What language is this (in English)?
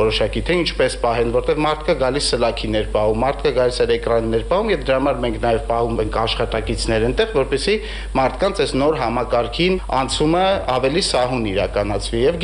Armenian